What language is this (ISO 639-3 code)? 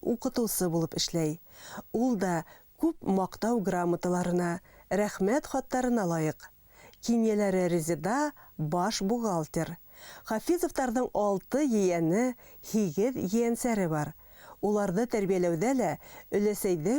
bak